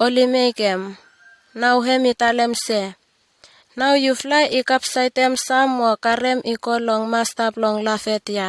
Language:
Bislama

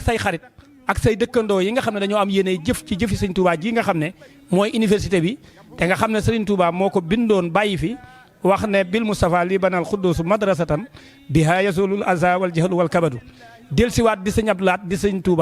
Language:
Wolof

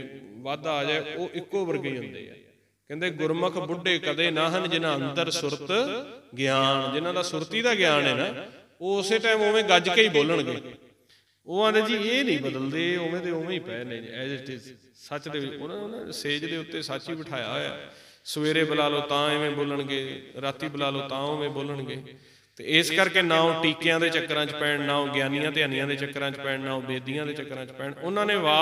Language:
Punjabi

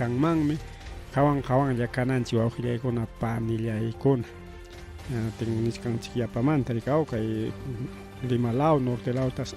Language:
Ayacucho Quechua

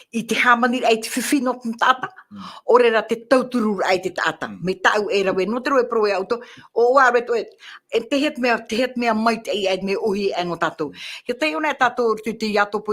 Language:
Tahitian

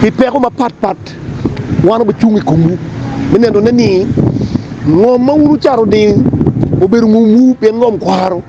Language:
Acoli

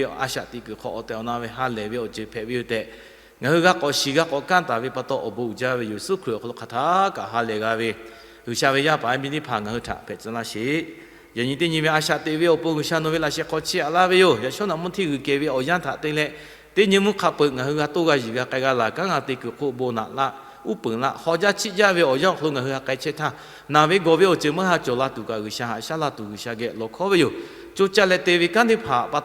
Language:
Lahu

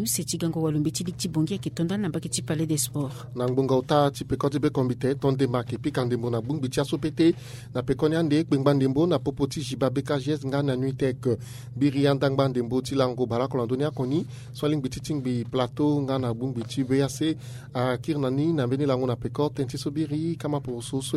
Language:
Sango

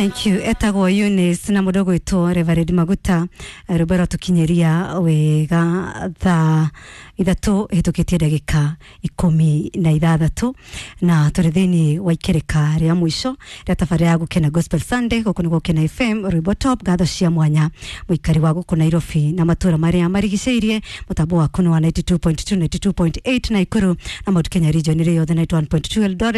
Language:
Kikuyu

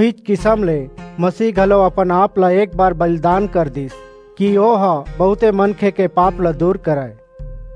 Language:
Chhattisgarhi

